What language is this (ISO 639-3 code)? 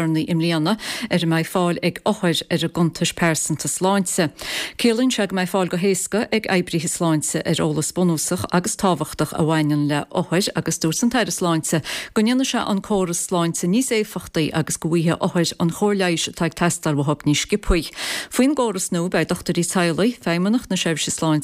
gle